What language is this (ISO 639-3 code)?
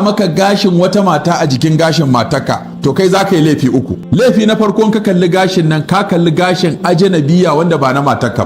hau